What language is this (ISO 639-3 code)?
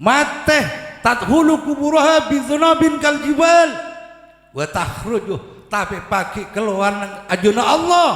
mad